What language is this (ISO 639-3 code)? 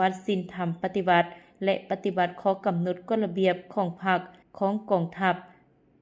lao